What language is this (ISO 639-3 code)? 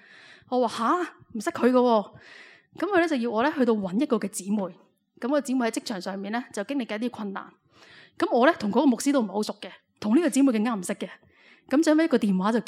yue